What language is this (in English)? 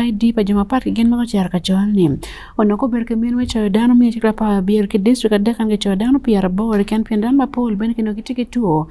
Acoli